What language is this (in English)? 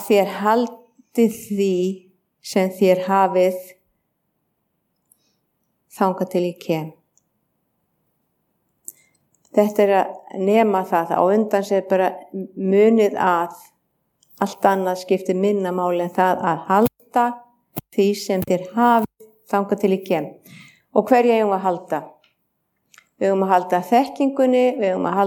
Icelandic